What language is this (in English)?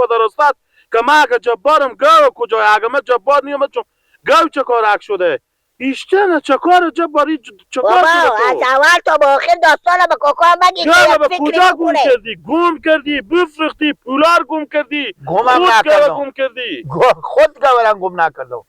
Persian